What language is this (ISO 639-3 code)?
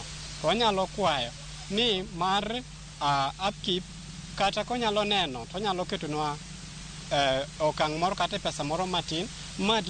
luo